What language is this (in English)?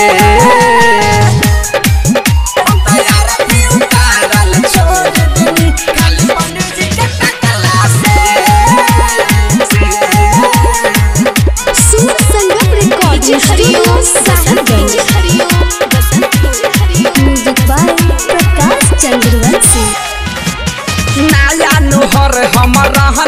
Bhojpuri